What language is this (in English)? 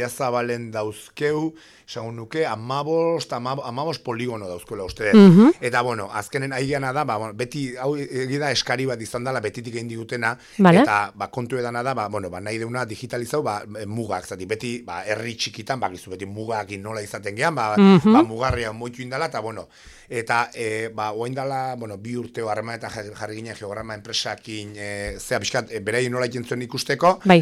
Basque